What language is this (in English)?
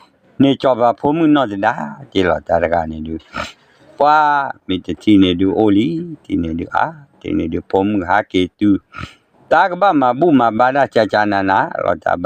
S'gaw Karen